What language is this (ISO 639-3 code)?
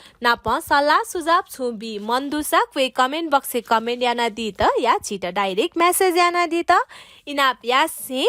new